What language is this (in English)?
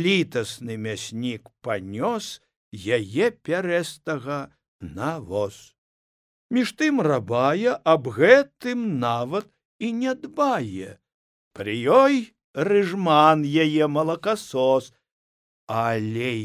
Belarusian